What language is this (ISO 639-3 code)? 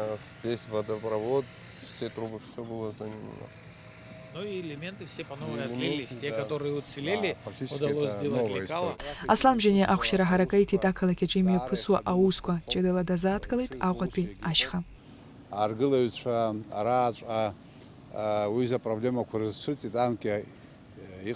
abk